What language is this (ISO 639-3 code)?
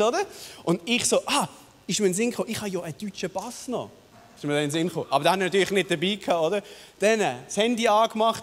gsw